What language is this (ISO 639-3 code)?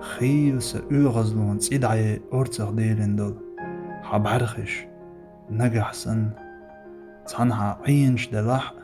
che